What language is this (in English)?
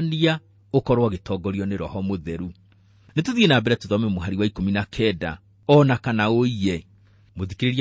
Kikuyu